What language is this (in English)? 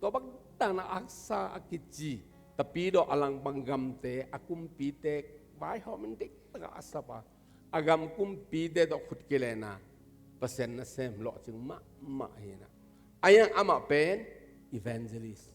Tedim Chin